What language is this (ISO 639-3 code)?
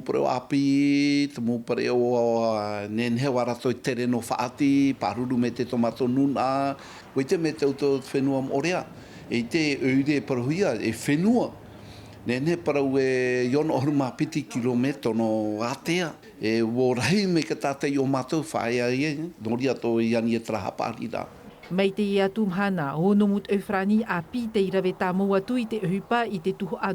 tah